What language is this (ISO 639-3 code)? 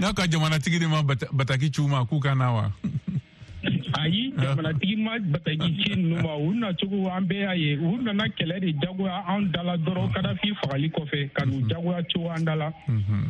bam